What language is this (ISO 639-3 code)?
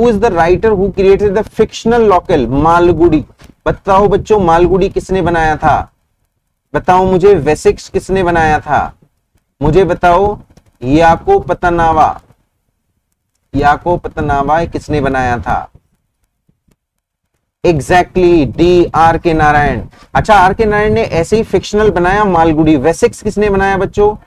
hin